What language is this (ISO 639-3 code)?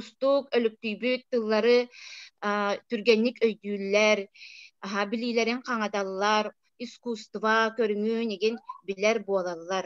sah